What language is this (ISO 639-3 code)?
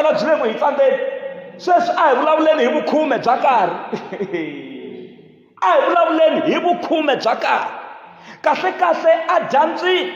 tso